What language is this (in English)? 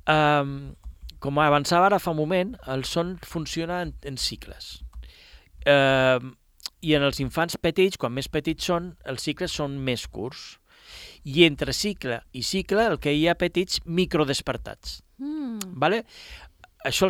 Catalan